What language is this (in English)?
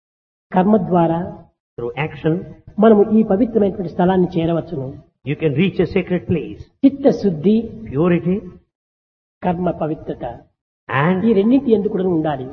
Telugu